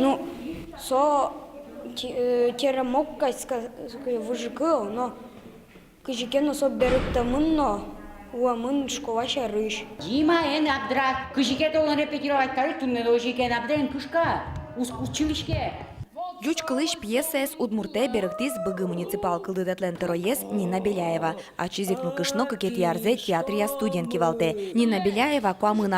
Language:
Udmurt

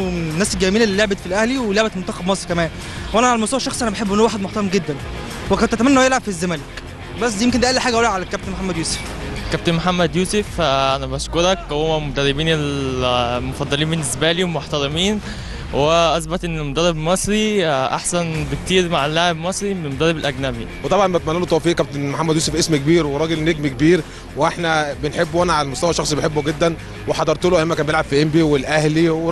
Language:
Egyptian Arabic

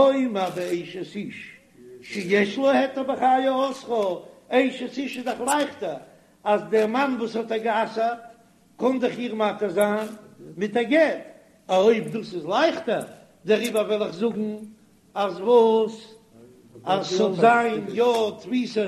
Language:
Yiddish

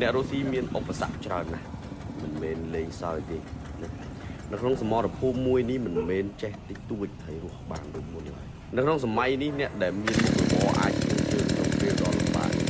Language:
Khmer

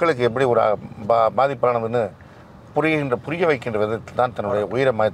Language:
Tamil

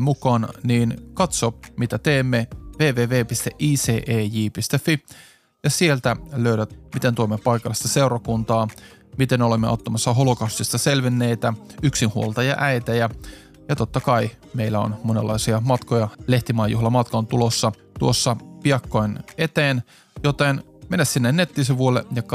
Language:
Finnish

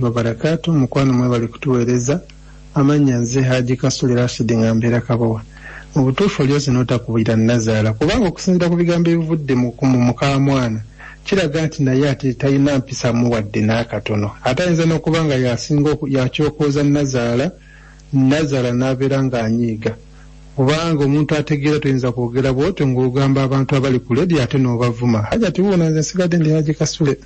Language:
Ganda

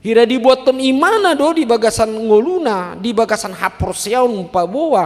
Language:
Batak Toba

